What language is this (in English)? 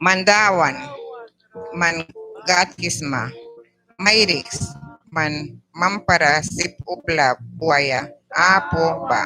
Mískito